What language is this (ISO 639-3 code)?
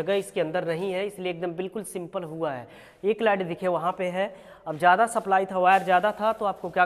hin